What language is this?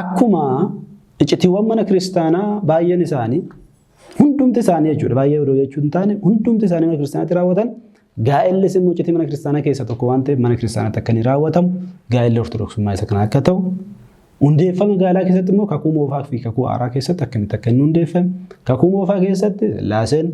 Oromo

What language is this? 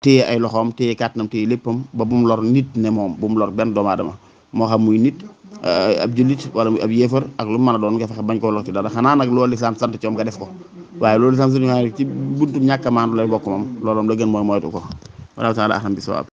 Wolof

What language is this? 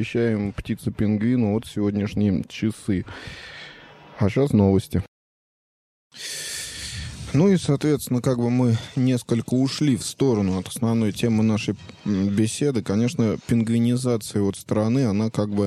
Russian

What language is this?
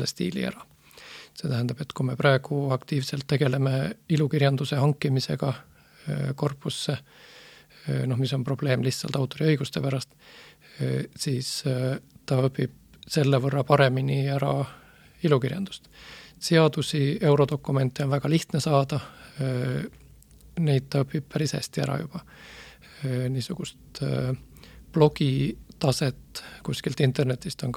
Estonian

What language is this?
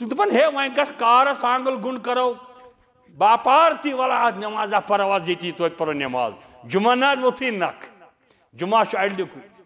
Kashmiri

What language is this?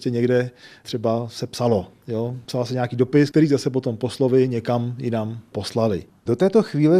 Czech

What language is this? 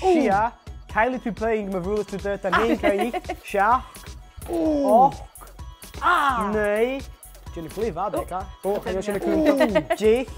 Scottish Gaelic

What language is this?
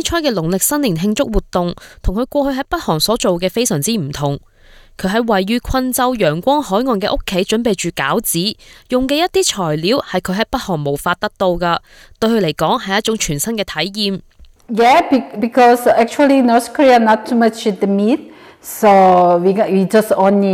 Cantonese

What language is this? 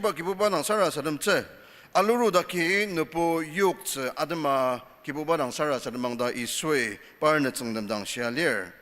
Ao Naga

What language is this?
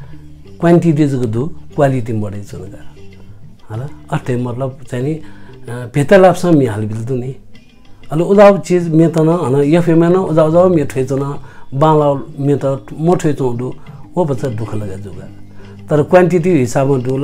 Newari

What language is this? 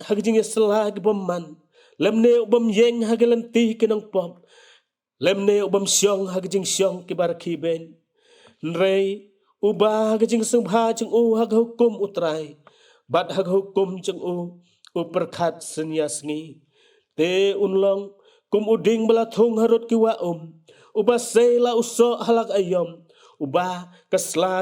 Khasi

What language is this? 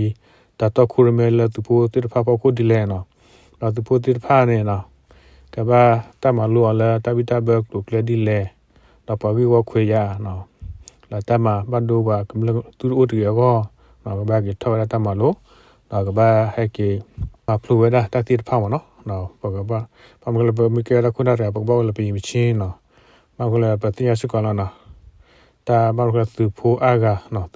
S'gaw Karen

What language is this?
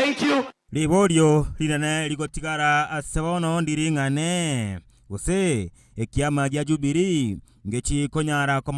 Gusii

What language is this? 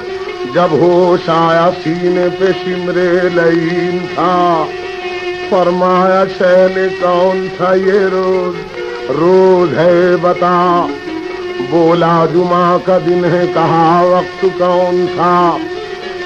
Urdu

